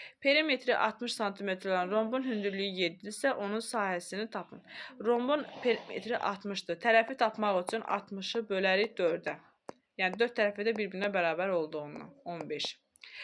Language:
Azerbaijani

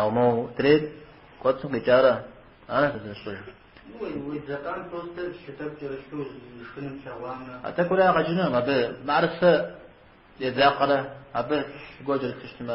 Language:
Kabardian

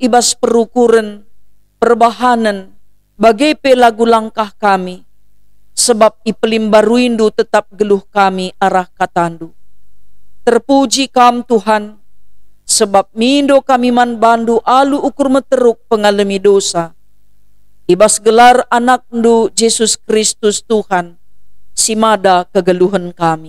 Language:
Batak Karo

